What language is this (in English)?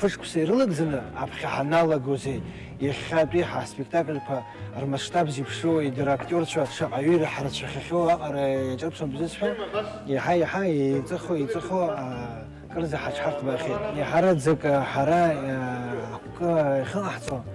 Abkhazian